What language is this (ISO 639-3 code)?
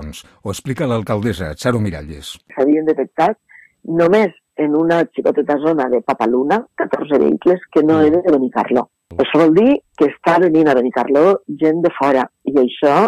cat